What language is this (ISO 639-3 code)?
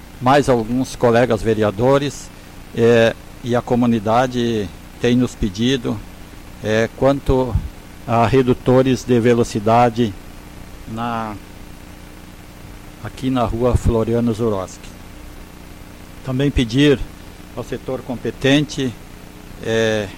por